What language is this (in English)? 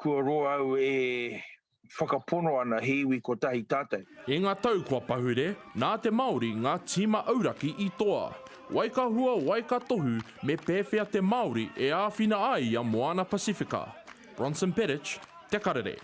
Māori